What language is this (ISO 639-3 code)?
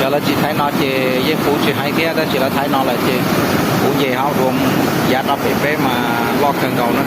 hmn